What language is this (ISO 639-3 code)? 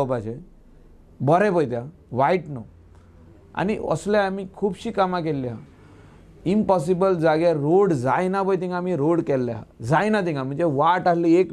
kok